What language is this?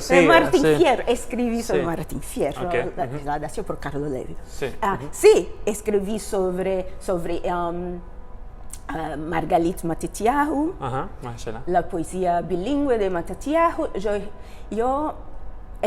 Ladino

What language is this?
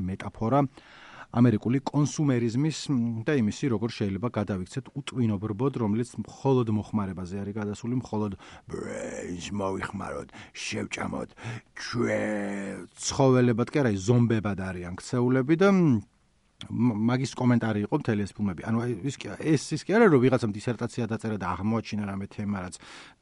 Georgian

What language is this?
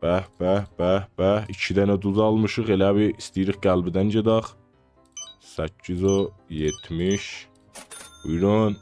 South Azerbaijani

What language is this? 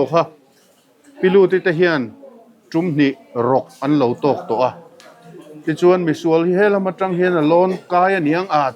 Mizo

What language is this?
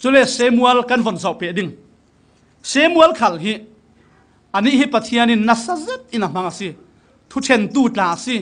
Falam Chin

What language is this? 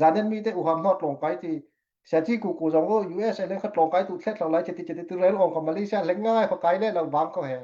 Falam Chin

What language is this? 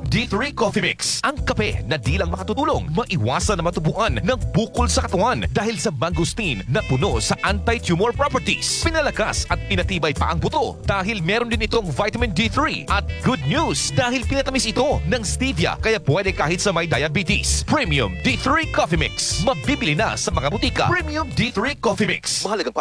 Filipino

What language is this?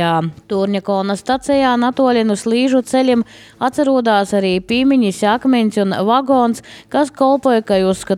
Latvian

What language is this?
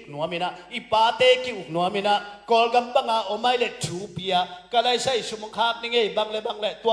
Tedim Chin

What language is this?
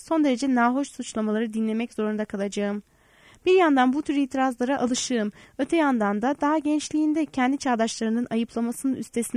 Turkish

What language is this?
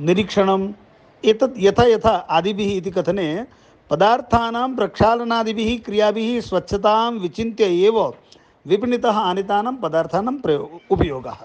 Sanskrit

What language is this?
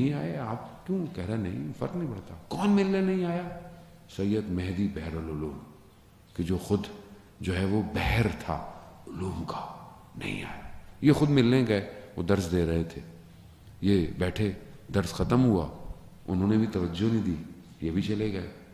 Urdu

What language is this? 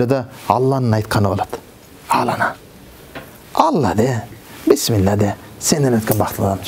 Kyrgyz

